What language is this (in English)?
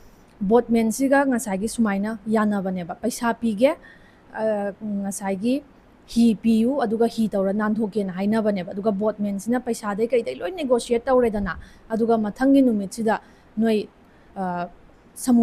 Manipuri